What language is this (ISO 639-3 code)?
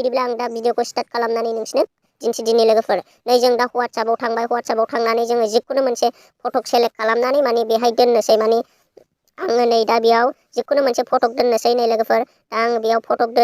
brx